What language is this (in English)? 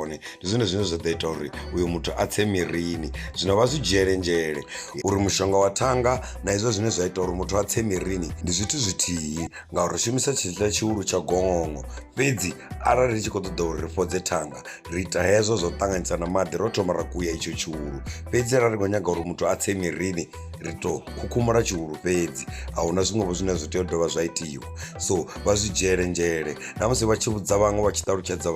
Venda